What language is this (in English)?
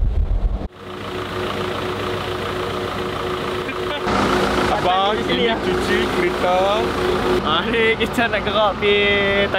Malay